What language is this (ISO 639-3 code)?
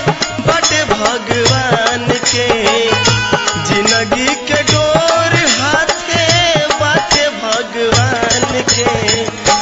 bho